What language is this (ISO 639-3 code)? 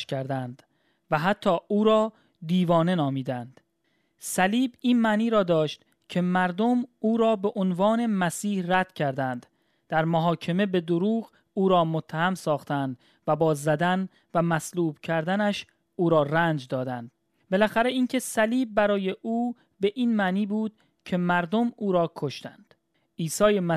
fas